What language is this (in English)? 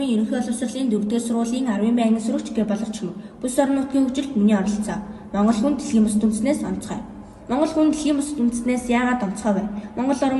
Mongolian